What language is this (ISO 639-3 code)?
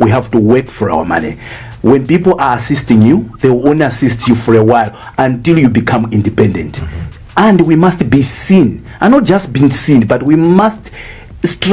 nya